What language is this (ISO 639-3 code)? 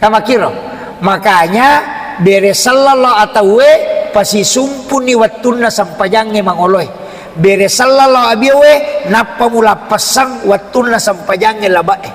bug